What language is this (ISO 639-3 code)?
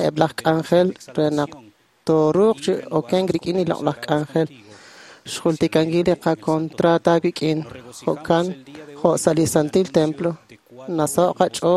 kek